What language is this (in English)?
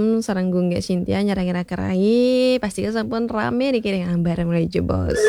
Balinese